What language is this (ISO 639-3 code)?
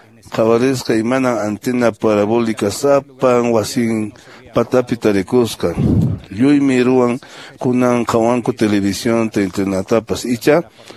que